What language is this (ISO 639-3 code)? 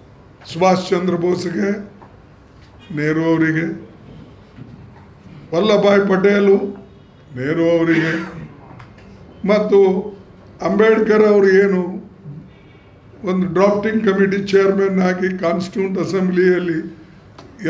kan